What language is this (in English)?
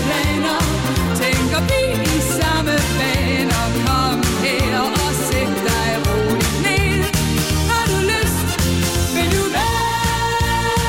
Danish